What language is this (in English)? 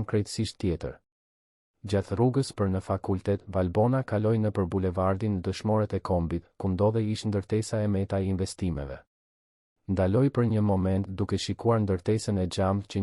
Albanian